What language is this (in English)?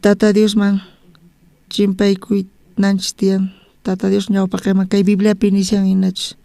South Bolivian Quechua